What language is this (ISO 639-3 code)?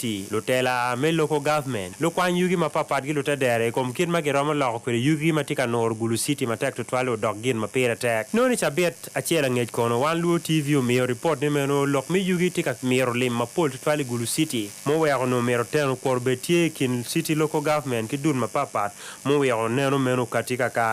ach